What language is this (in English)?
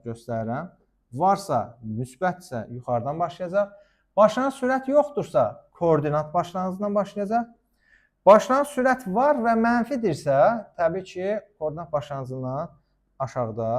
Azerbaijani